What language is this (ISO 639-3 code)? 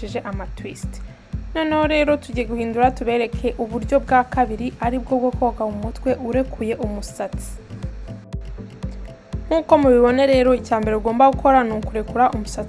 kin